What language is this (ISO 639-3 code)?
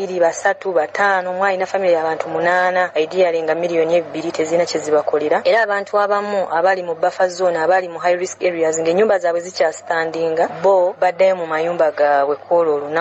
lug